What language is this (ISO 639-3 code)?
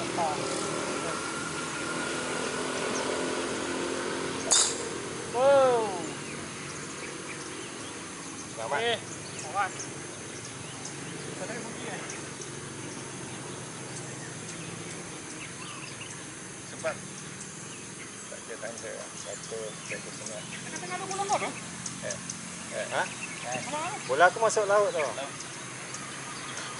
msa